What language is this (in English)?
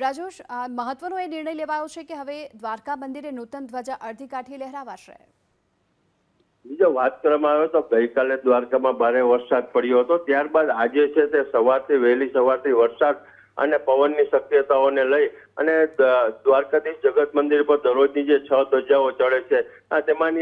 Gujarati